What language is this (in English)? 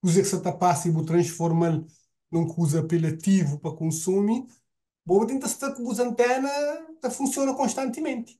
Kabuverdianu